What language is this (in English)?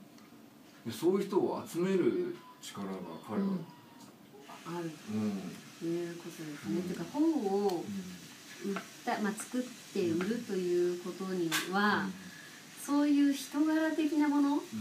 Japanese